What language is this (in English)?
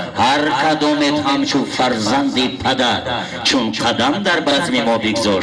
Tajik